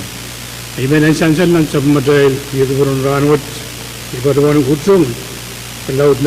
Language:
Pohnpeian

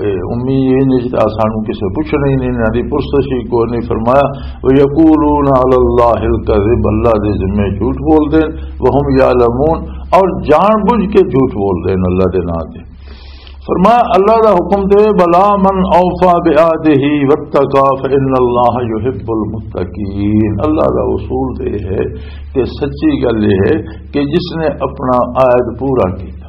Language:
Western Panjabi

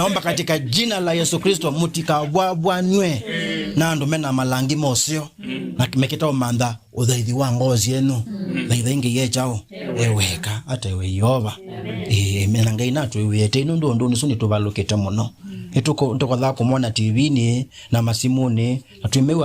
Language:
Kamba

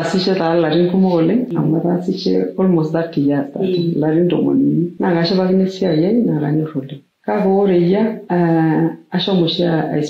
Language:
Masai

